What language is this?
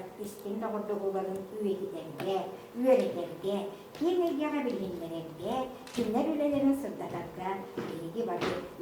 Yakut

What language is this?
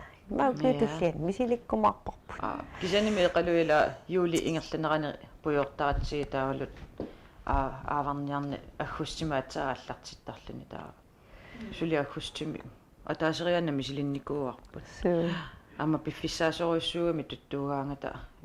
Kalaallisut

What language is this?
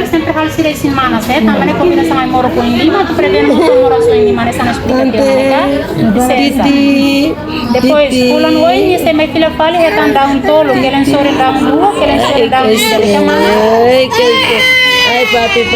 Tetum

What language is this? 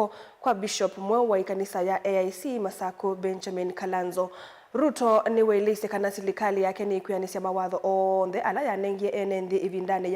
Kamba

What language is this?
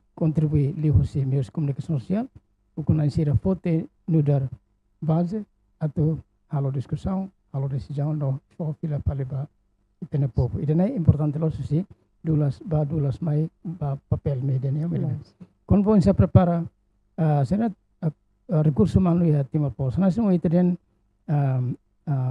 Tetum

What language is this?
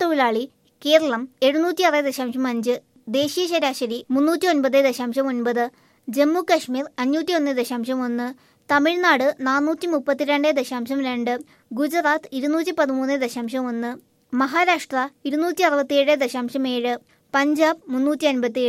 Malayalam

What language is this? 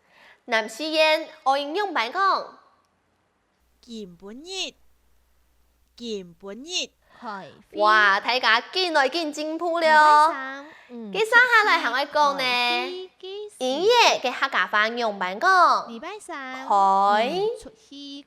Hakka Chinese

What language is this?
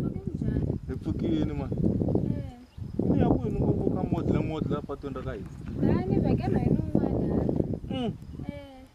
Tsonga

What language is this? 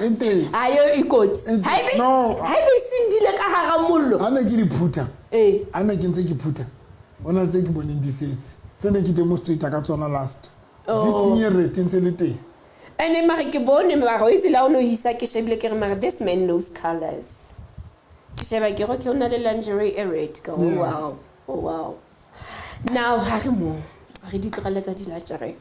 Southern Sotho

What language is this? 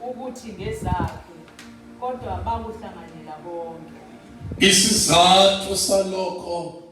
Zulu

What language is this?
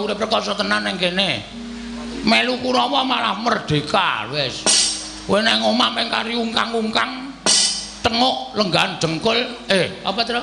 Javanese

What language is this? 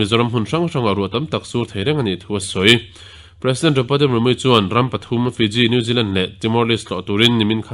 Mizo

